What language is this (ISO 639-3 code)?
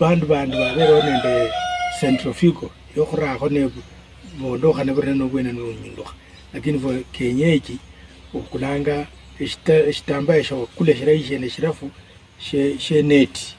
luy